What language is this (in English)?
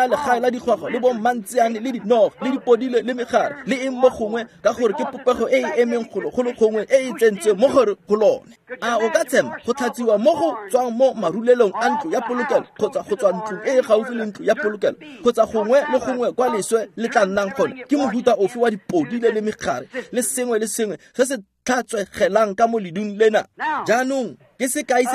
Tswana